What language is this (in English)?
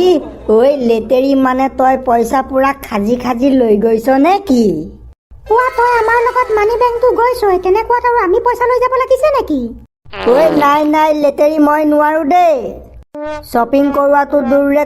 Assamese